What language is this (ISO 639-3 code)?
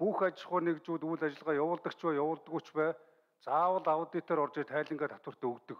mon